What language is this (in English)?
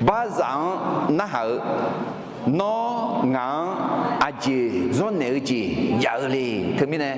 Akha